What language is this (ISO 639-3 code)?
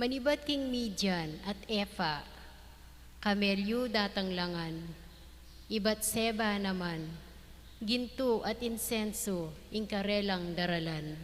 pam